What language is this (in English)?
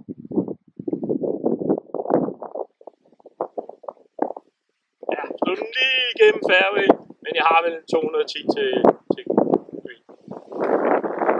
Danish